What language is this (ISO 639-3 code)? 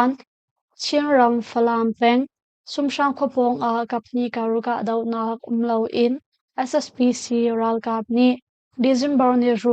cnh